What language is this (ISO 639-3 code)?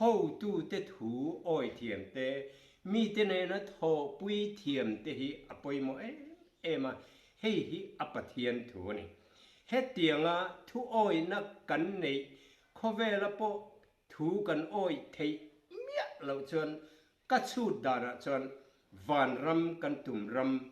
lus